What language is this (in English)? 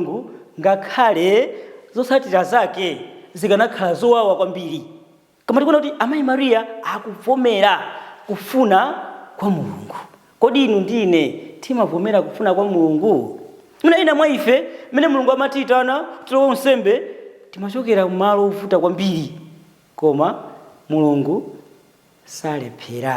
Nyanja